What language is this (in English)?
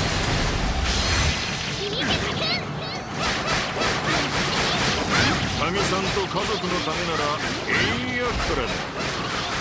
Japanese